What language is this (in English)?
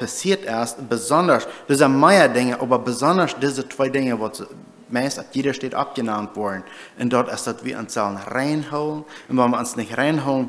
Plautdietsch